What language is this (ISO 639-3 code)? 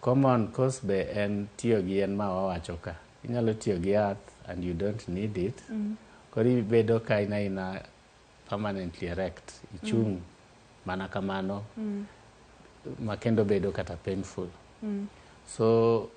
luo